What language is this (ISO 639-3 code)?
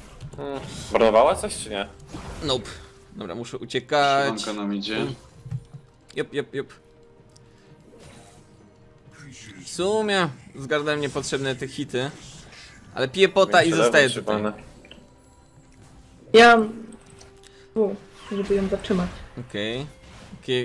pol